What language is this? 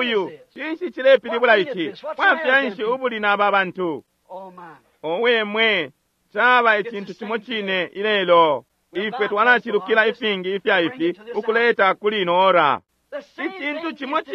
Bemba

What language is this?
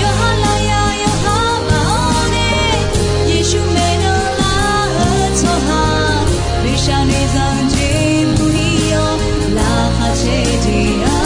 Akha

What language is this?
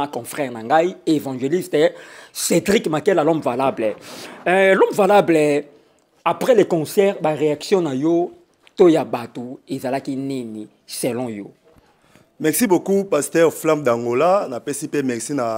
Lingala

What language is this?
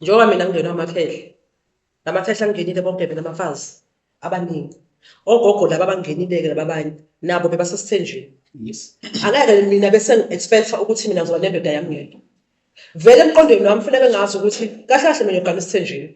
Zulu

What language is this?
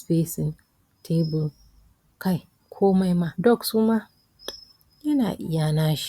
Hausa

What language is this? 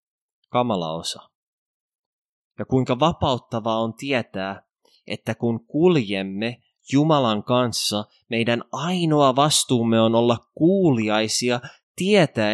Finnish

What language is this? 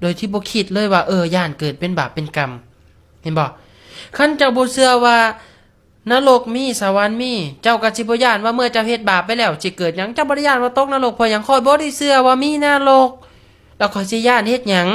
Lao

